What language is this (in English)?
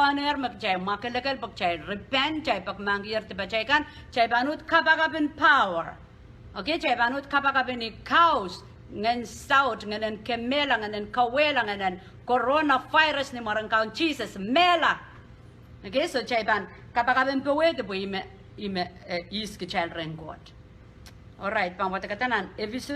Pohnpeian